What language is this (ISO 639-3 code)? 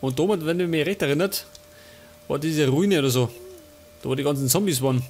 bar